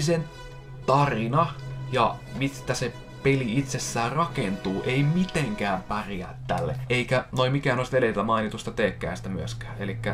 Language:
Finnish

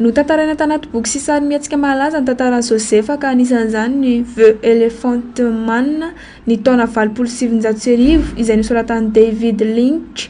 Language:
Malagasy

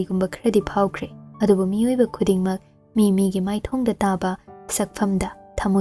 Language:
Manipuri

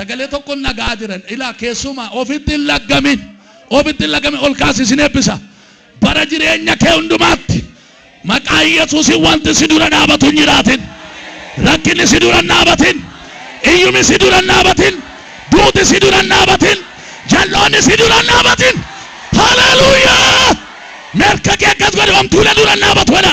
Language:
Oromo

